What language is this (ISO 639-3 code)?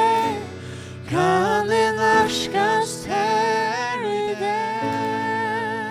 fao